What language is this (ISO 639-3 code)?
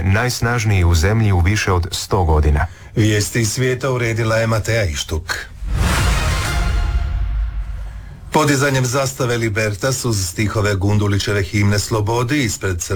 hrv